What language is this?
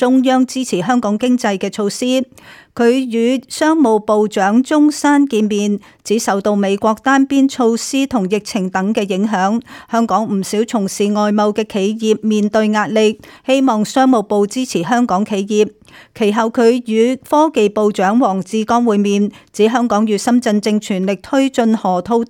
Cantonese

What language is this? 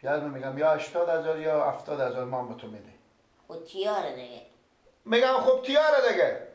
Persian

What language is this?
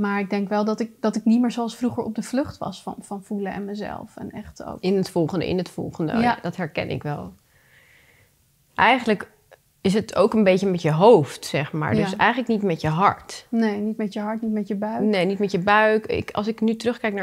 Dutch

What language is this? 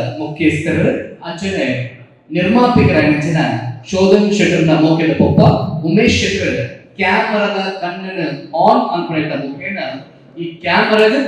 Tulu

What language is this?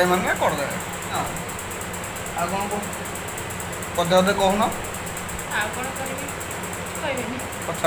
Odia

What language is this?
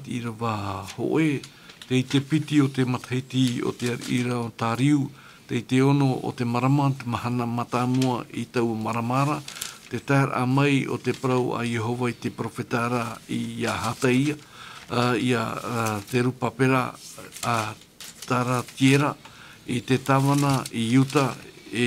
Tahitian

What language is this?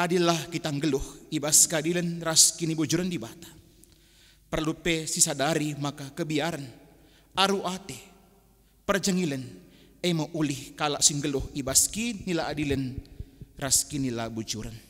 Batak Karo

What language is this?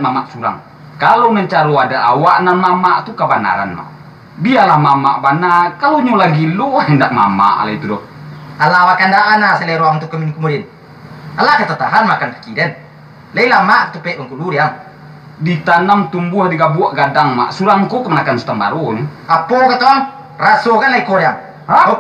Minangkabau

